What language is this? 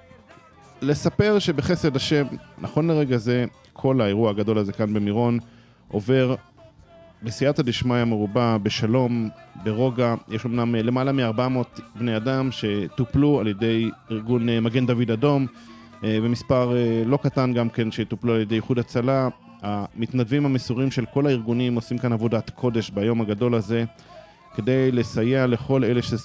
Hebrew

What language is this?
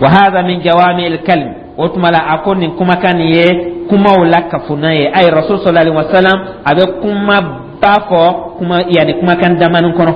Dyula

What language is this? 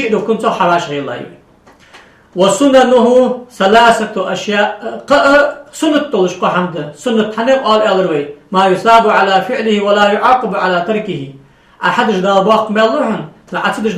Ingush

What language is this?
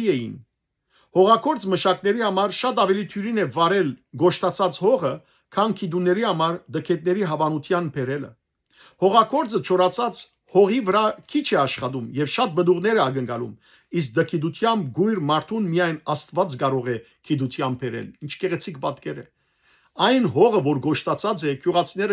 Western Armenian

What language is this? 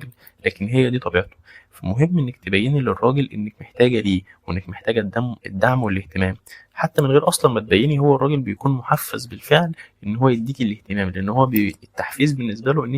Egyptian Arabic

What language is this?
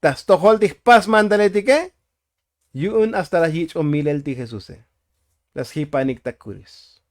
Tzotzil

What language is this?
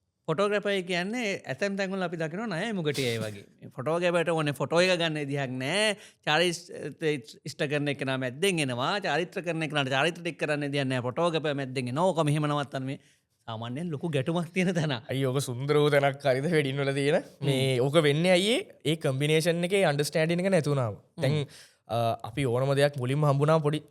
Sinhala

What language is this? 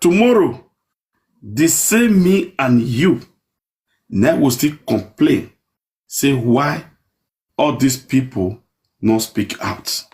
Nigerian Pidgin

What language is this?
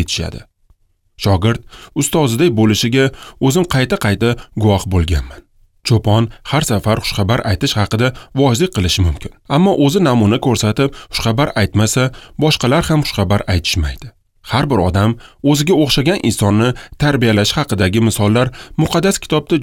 Uzbek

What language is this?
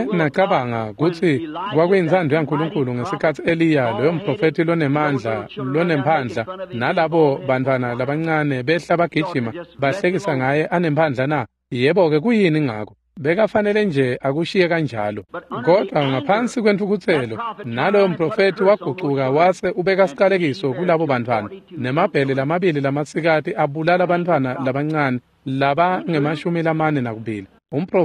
Swati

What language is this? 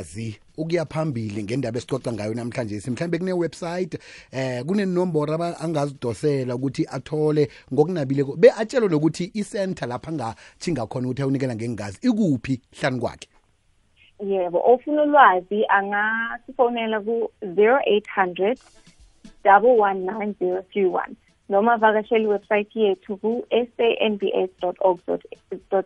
South Ndebele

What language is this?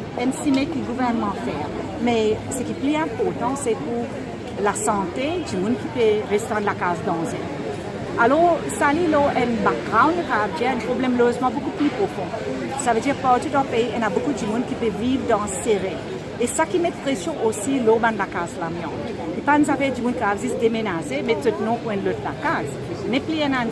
Morisyen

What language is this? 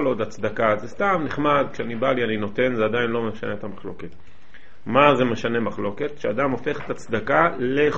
Hebrew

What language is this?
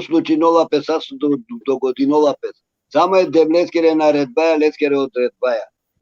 Balkan Romani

